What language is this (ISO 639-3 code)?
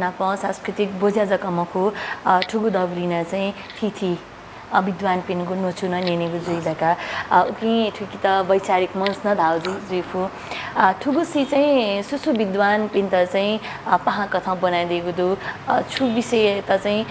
new